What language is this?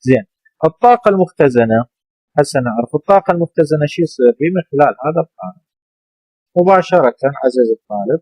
Mesopotamian Arabic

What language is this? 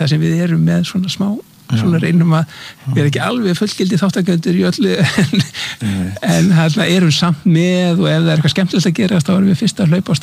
Icelandic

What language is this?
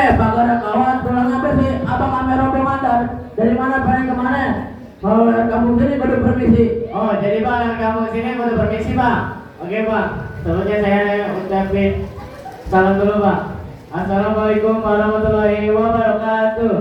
Betawi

